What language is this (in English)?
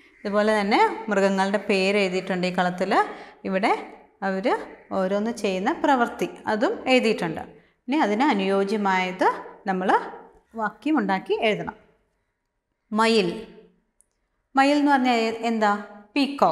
Malayalam